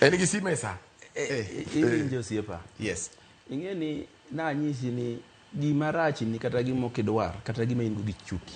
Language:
Luo (Kenya and Tanzania)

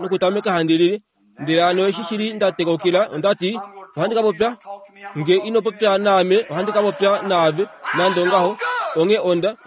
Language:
Kuanyama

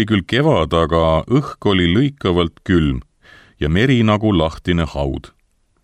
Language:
Estonian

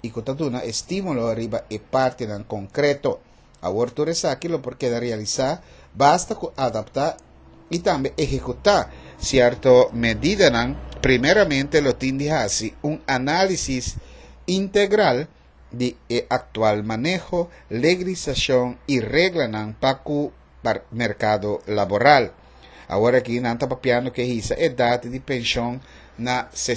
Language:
Papiamento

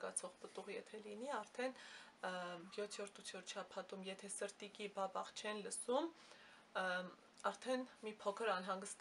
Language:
Armenian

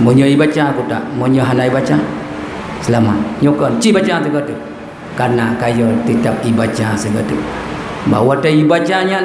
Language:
Achinese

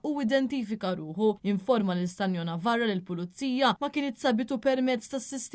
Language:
Maltese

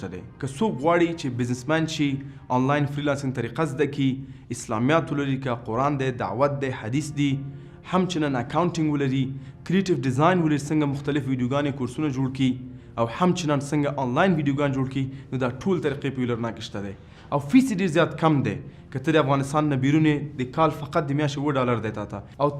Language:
Pashto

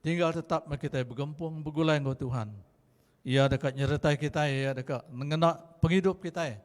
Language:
Iban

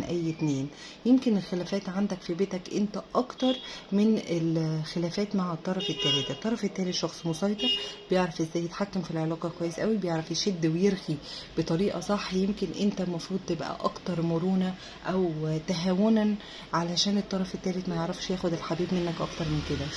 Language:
Egyptian Arabic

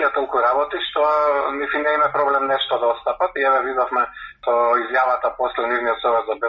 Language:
Macedonian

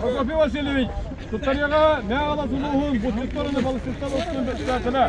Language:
Yakut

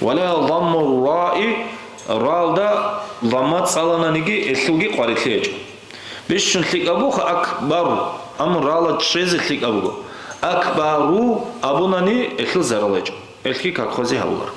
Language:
Avaric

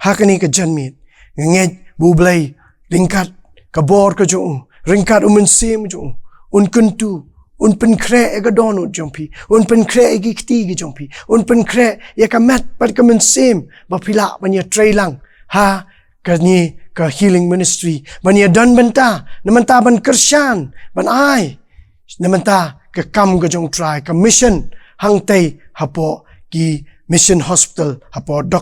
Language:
Khasi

